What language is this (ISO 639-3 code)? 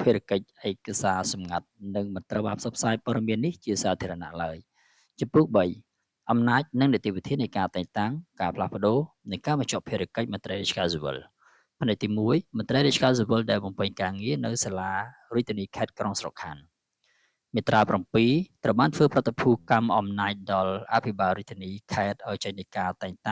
khm